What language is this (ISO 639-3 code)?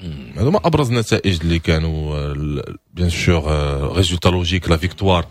ary